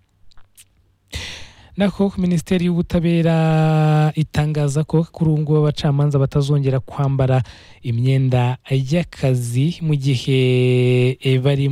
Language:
Kinyarwanda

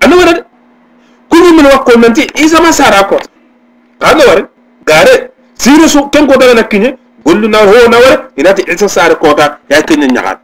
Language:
Soninke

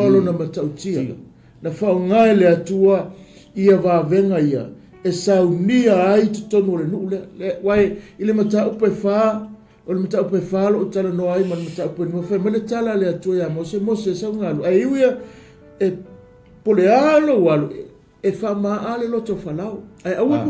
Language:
Samoan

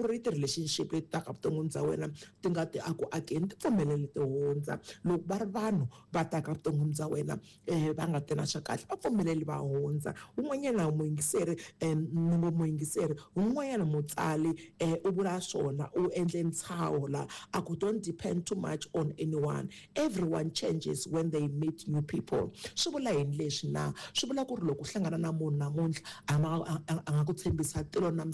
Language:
Tsonga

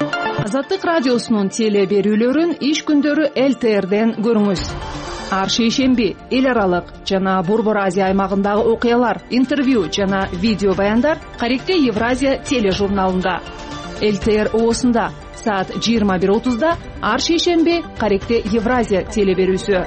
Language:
Kyrgyz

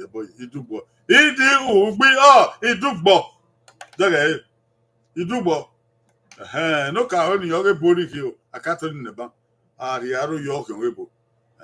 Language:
Bini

